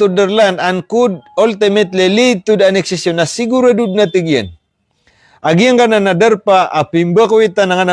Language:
Maranao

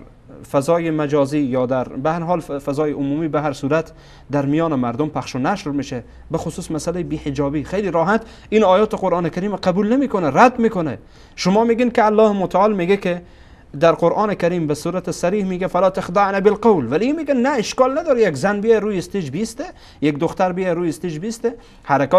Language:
Persian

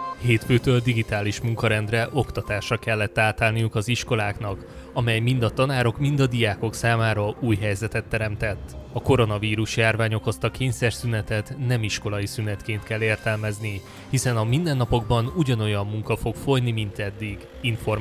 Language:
Hungarian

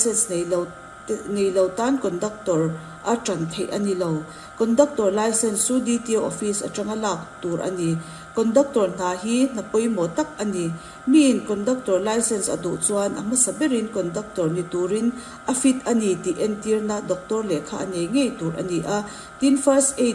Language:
Mizo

